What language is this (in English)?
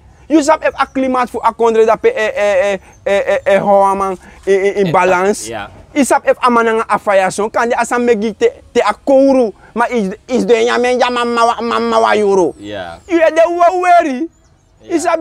Sranan Tongo